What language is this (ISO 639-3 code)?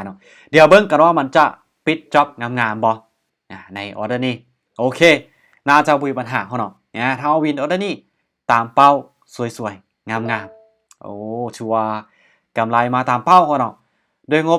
lao